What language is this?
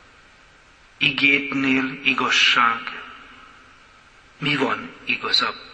Hungarian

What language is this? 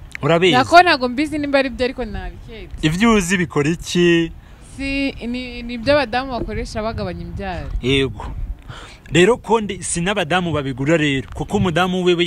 Kinyarwanda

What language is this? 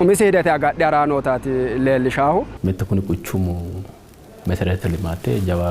Sidamo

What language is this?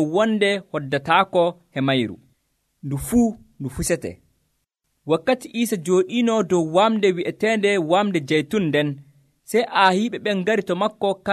Nigerian Fulfulde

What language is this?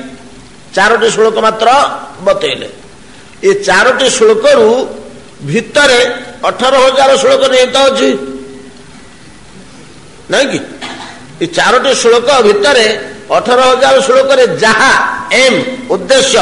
Odia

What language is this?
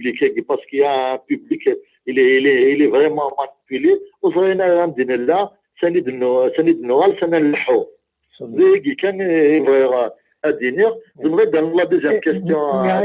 Kabyle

